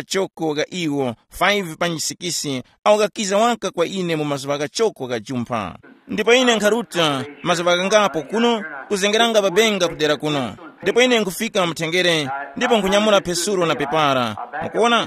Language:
Tumbuka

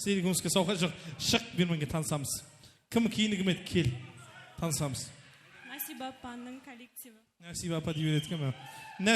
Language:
Kara-Kalpak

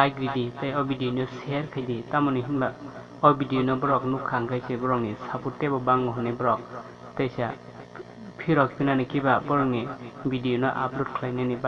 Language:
Kok Borok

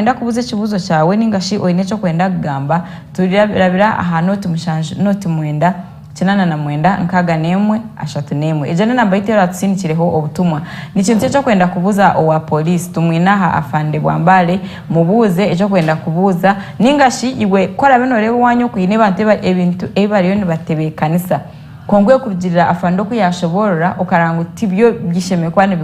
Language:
Nyankole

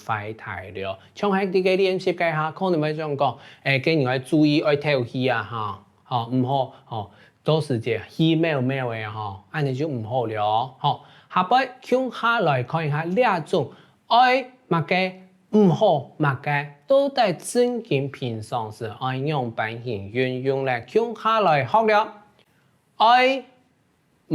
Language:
Hakka Chinese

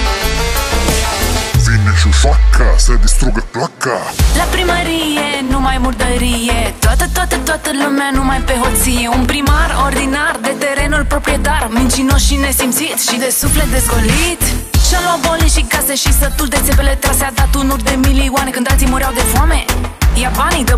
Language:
Romanian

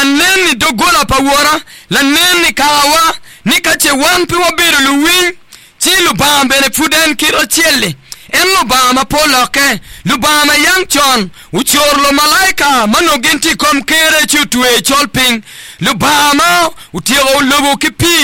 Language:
Acoli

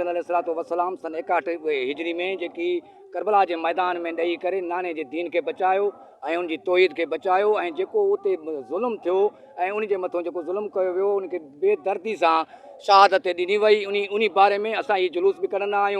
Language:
Sindhi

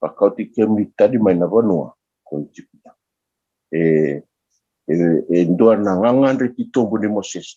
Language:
Fijian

